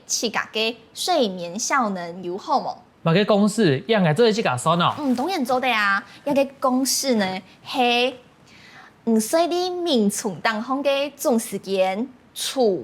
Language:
Hakka Chinese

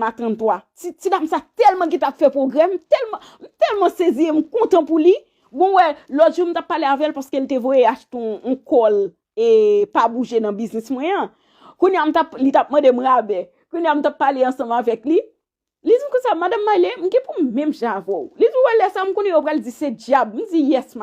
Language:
Haitian Creole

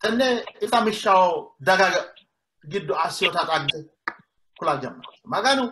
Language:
Sidamo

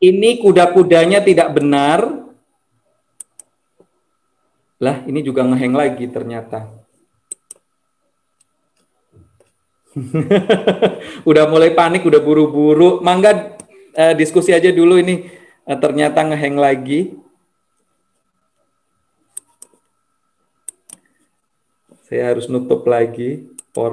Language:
Indonesian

